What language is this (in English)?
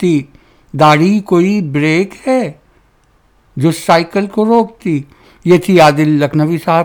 Urdu